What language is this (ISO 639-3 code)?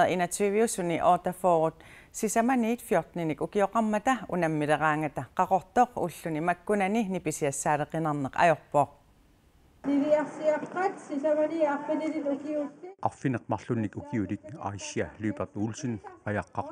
kal